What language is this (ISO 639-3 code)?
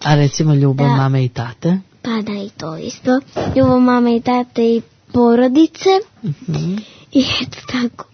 srp